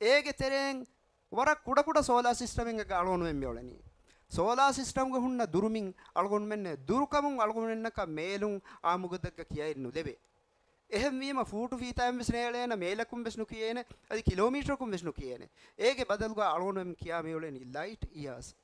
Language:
Divehi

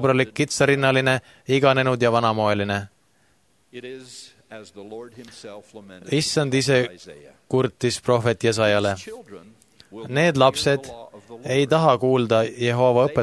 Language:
Estonian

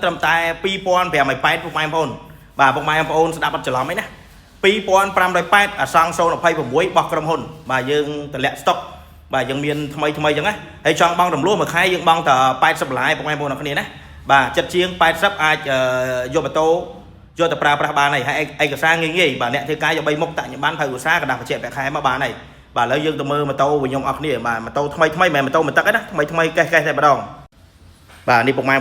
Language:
Khmer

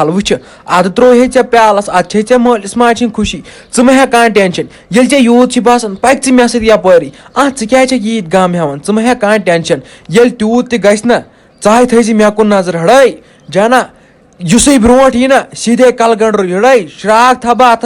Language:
Kashmiri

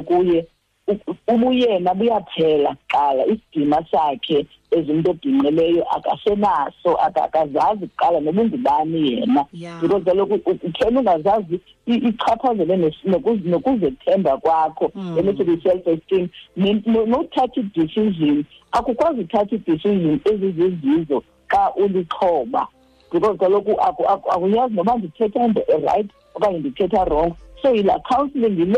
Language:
Xhosa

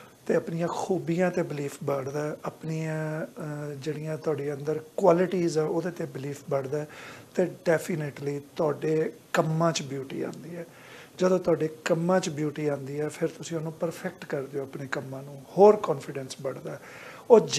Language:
Punjabi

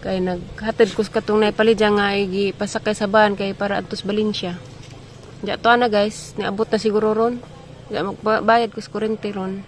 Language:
Cebuano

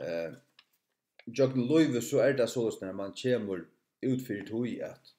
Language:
Faroese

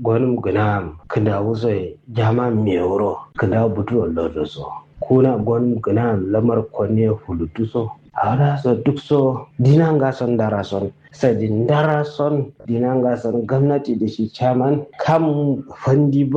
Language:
Kanuri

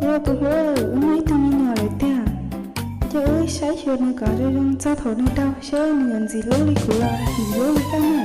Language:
Hmong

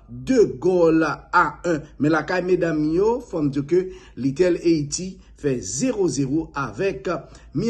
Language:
Haitian Creole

